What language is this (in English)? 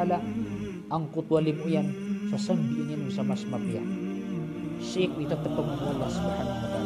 Maranao